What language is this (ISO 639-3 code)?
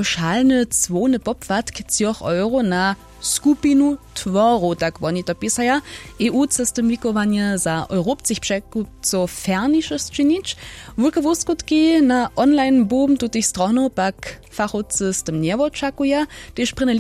hsb